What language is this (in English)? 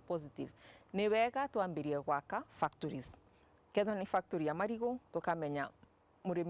Meru